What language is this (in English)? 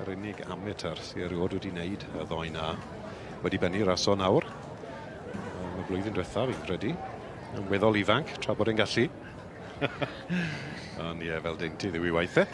Welsh